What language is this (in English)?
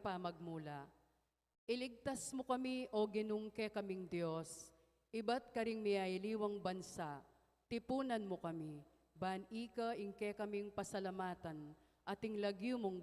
Pampanga